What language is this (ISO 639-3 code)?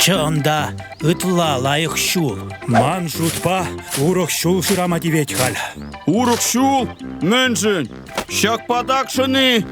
chv